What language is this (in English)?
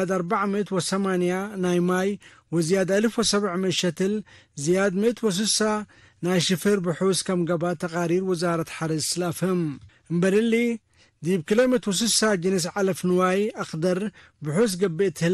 Tigre